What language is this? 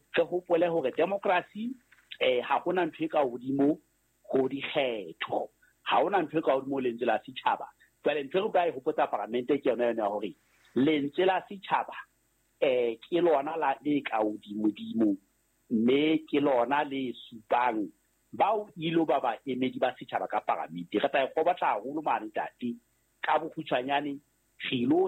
Southern Sotho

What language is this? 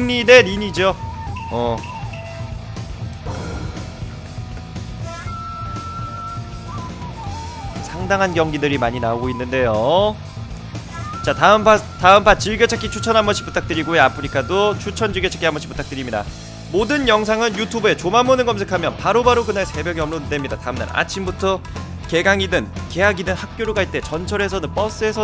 Korean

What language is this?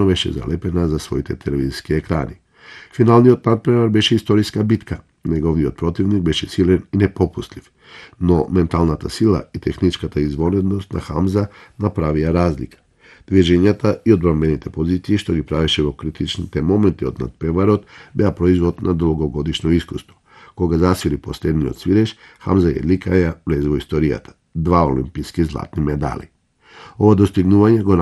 Macedonian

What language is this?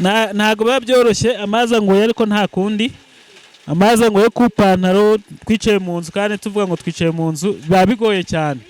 Kinyarwanda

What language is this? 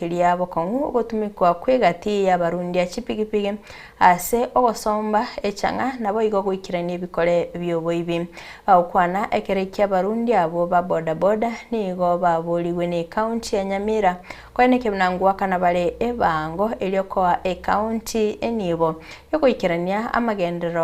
Gusii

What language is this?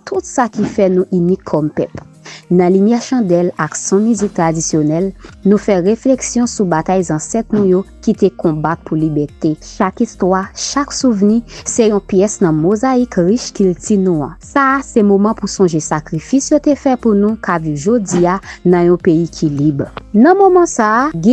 Haitian Creole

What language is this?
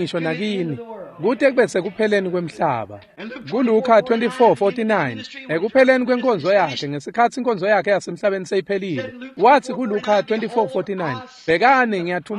Swati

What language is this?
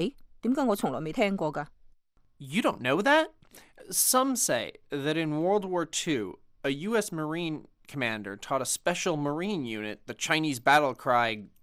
Cantonese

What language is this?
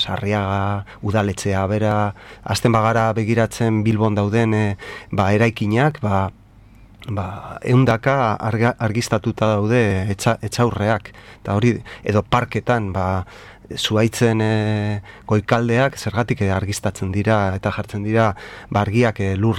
Basque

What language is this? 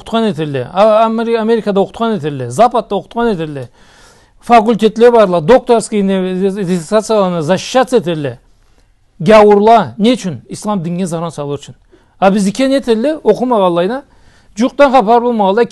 Karachay-Balkar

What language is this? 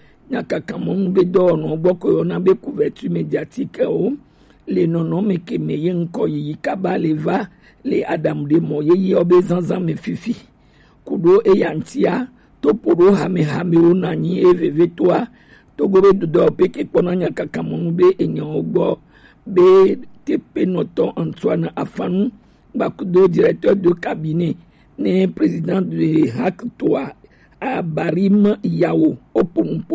Gen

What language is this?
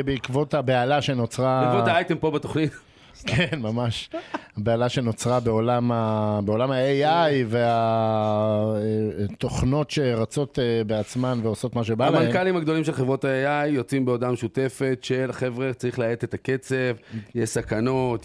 Hebrew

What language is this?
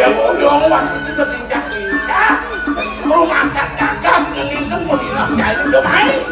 Balinese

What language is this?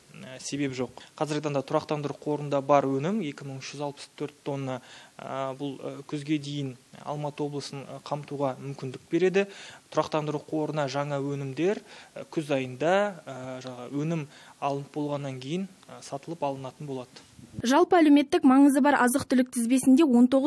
Kazakh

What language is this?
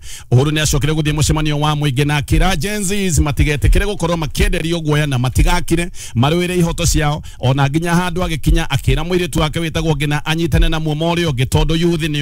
Kikuyu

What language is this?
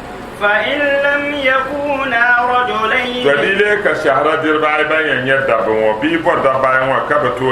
Dagbani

